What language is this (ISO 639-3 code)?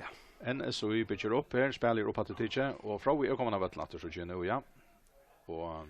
fao